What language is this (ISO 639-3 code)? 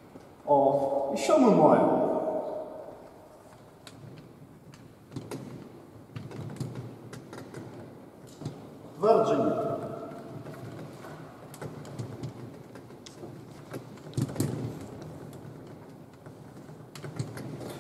ukr